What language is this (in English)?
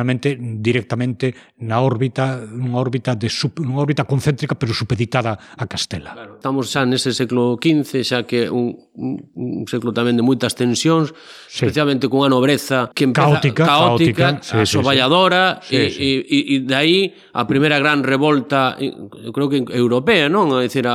Galician